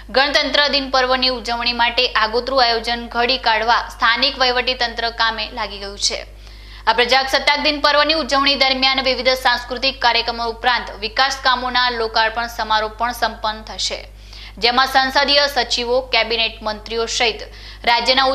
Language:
Gujarati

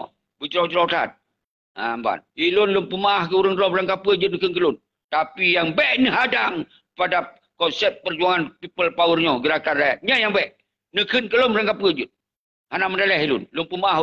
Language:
Achinese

